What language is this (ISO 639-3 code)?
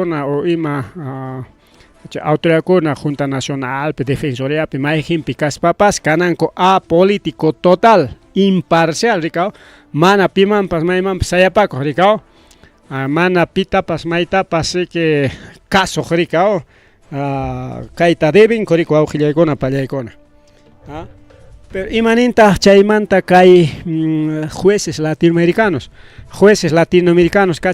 quy